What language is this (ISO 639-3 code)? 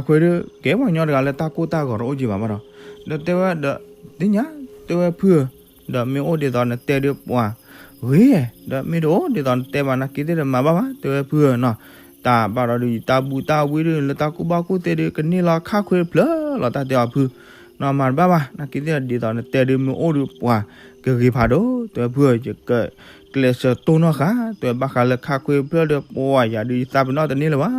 ksw